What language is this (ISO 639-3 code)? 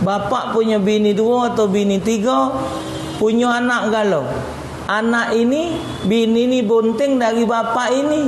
mui